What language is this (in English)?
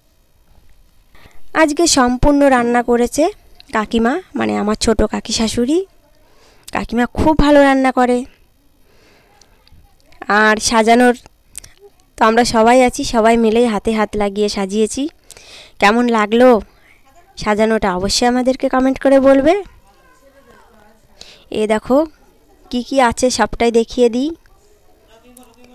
Bangla